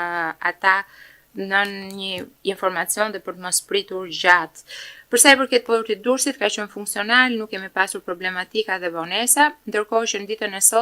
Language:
Albanian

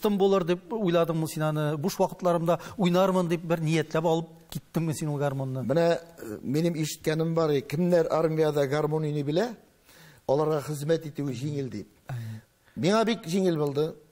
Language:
Tatar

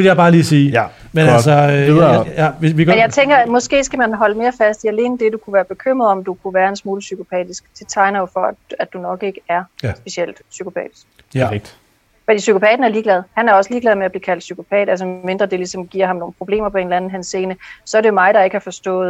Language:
Danish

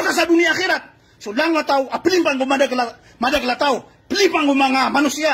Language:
Maranao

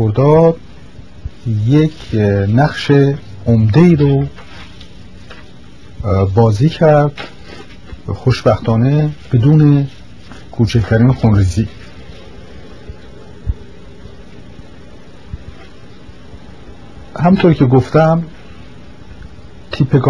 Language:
Persian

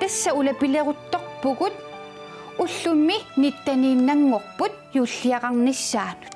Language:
Kalaallisut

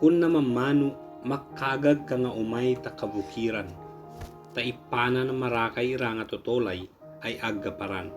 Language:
Ibanag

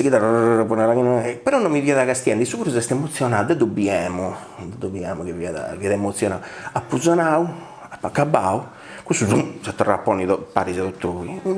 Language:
Sardinian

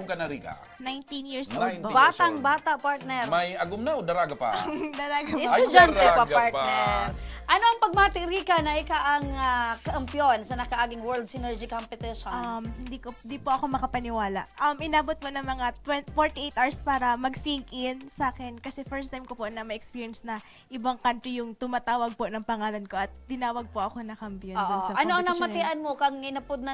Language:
Bikol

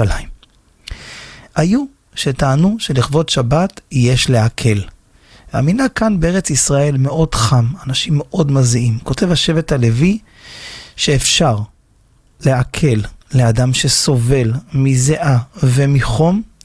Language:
Hebrew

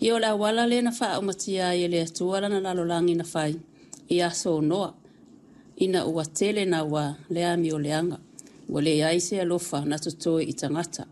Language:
Samoan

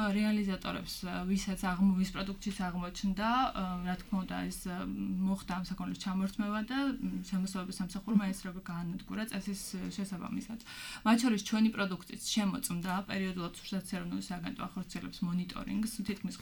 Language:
Georgian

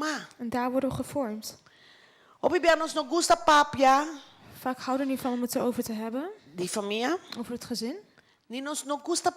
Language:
Papiamento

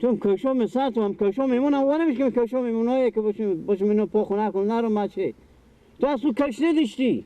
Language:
Persian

